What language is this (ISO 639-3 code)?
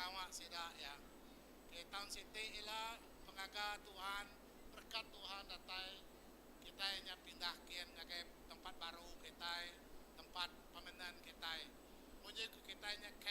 iba